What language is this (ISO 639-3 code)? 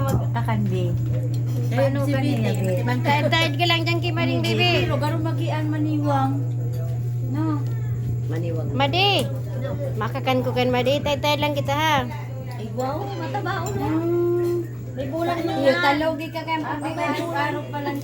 bik